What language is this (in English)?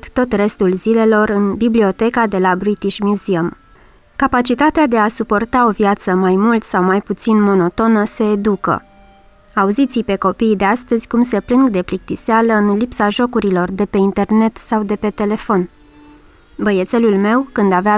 Romanian